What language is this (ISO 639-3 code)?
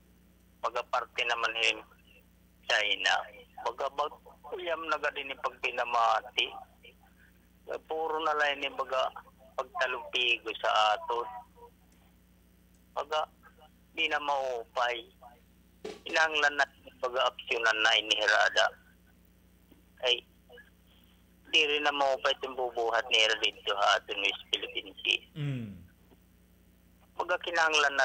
war